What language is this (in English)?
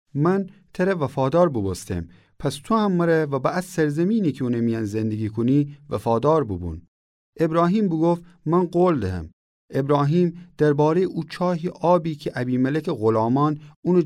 Gilaki